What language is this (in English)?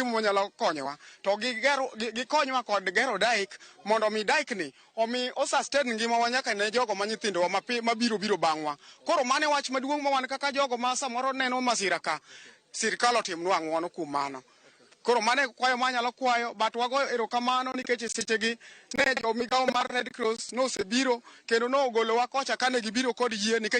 Luo (Kenya and Tanzania)